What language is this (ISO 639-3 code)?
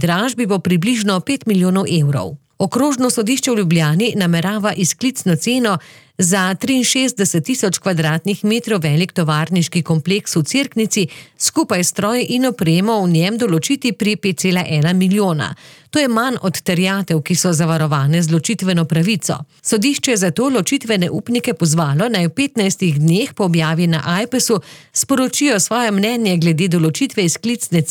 slv